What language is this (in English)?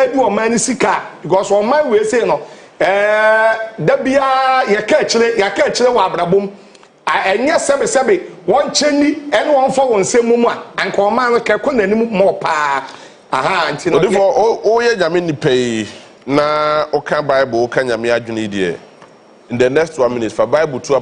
Akan